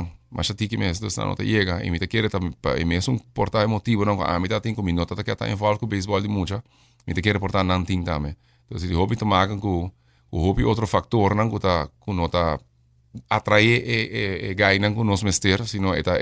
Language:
Papiamento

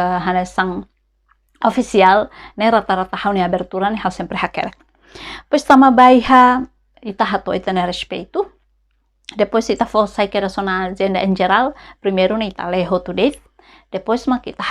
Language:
Tetum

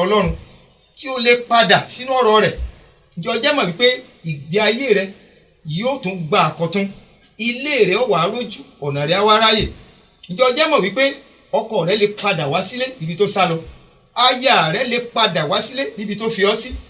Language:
Yoruba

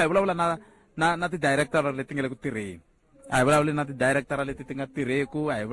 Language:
Tsonga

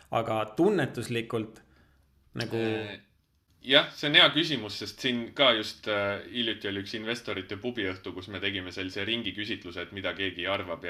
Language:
Estonian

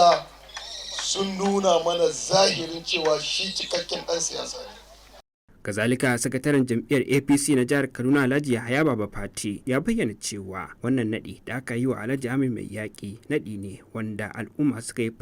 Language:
Hausa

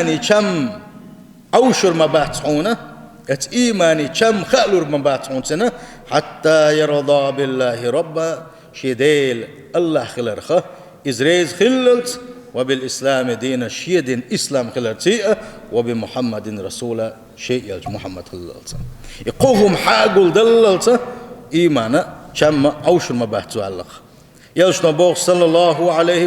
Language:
Chechen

